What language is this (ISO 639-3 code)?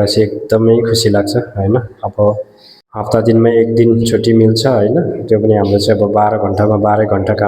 nep